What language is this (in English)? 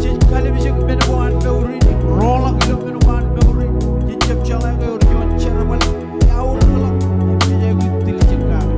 Marshallese